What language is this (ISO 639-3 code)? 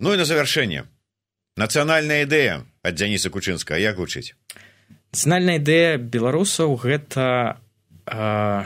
bel